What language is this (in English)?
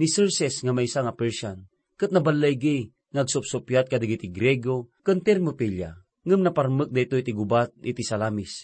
Iloko